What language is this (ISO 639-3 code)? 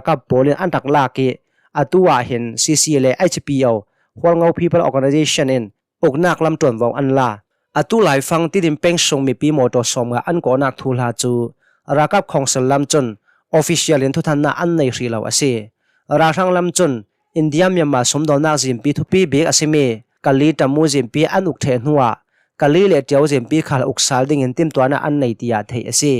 cnh